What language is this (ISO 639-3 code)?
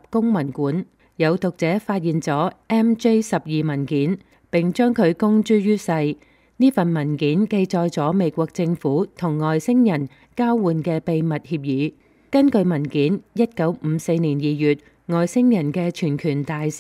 yue